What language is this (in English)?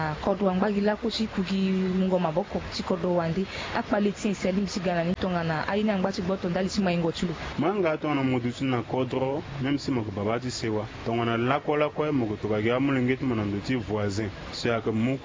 Sango